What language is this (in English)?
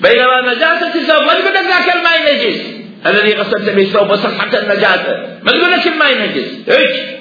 Mesopotamian Arabic